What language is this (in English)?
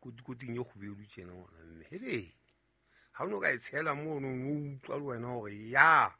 Southern Sotho